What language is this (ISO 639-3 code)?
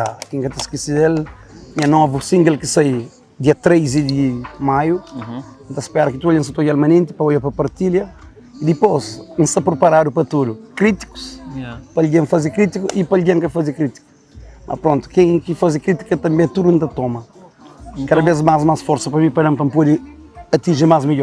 kea